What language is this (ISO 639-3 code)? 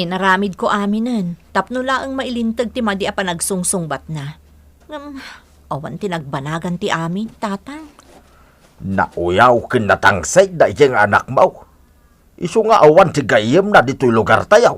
ilo